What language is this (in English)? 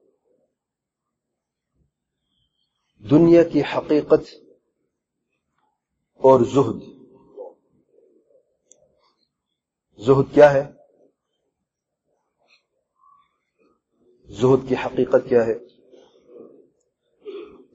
Urdu